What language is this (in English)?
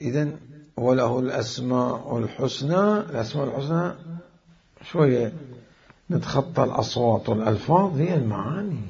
Mesopotamian Arabic